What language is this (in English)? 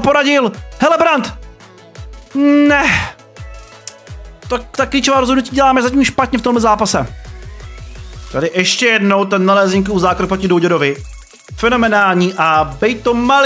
Czech